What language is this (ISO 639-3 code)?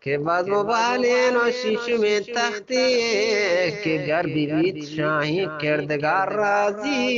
bgp